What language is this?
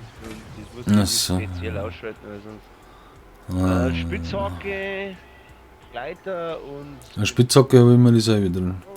Bavarian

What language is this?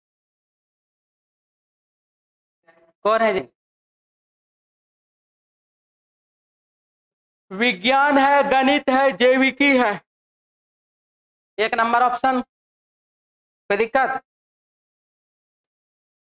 Hindi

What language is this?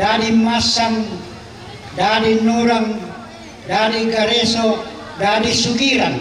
Toraja-Sa'dan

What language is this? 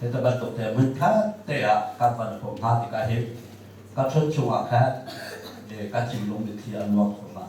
Hakha Chin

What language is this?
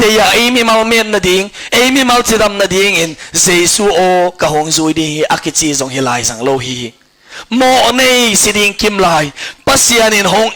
Tedim Chin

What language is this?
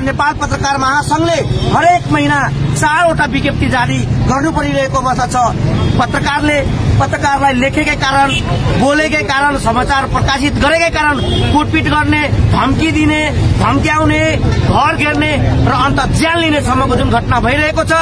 Nepali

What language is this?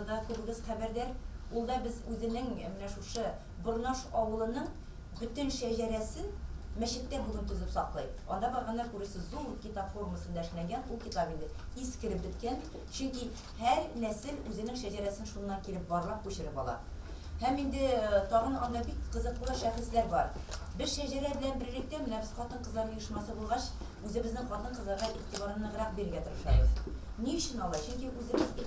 Tatar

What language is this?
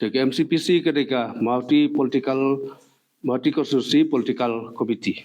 Khasi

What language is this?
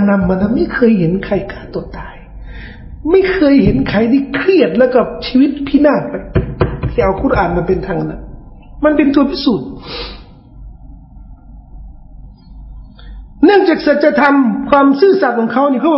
Thai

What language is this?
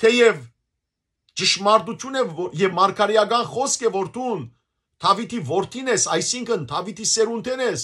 Western Armenian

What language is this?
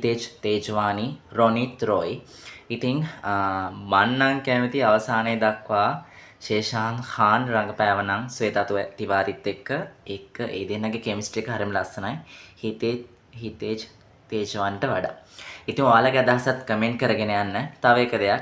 Sinhala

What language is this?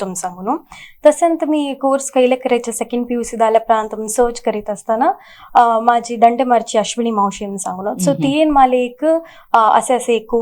Konkani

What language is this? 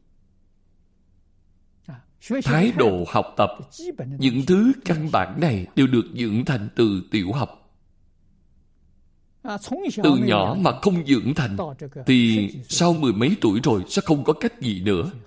Vietnamese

